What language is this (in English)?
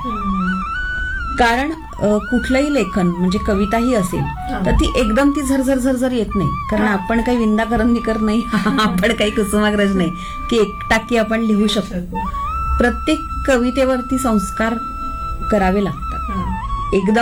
Marathi